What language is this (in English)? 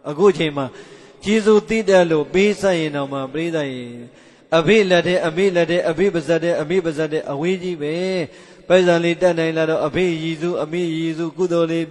Burmese